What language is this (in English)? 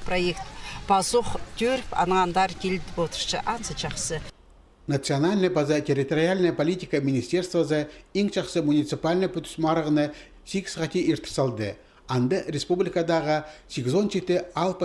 Khakas